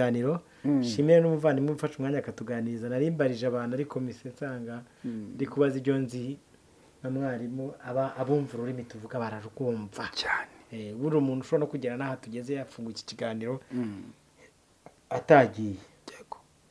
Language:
Kinyarwanda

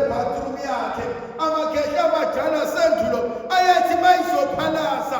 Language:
Zulu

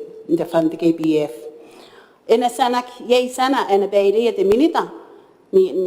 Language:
Gilbertese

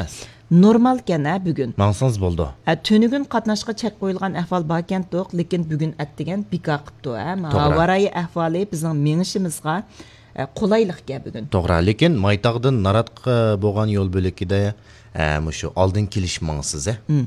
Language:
Uyghur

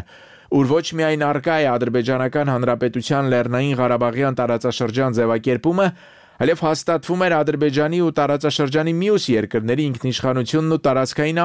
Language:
Armenian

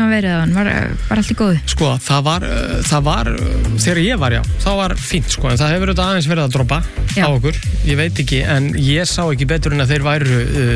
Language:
Icelandic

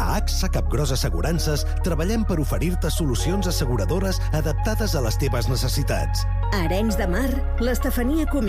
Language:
Catalan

